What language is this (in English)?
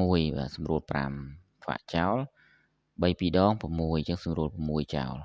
Khmer